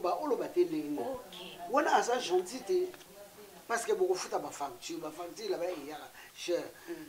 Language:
Lingala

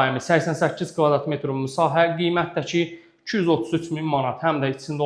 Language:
Azerbaijani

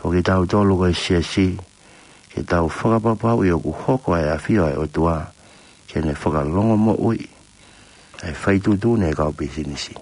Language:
Tongan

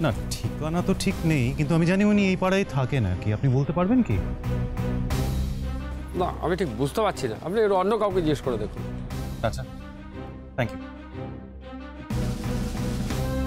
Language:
Bangla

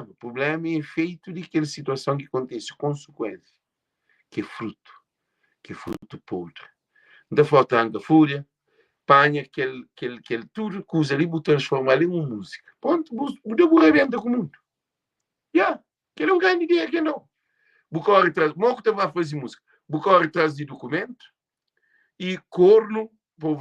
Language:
Kabuverdianu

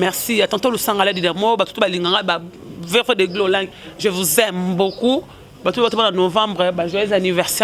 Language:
Lingala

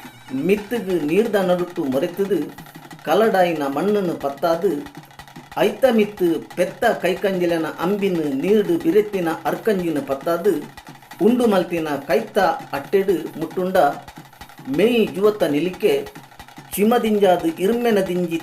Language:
Tulu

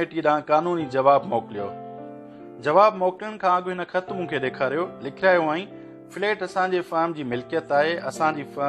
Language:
Sindhi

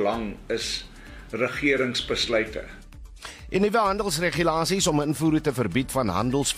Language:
Afrikaans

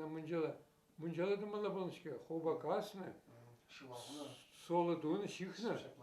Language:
Chuvash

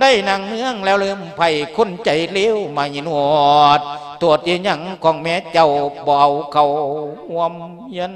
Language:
Lao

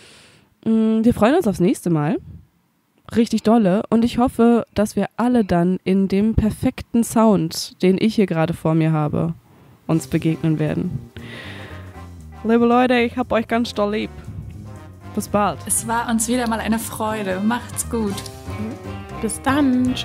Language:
German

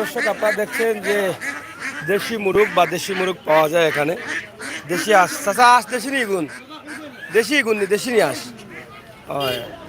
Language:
Sylheti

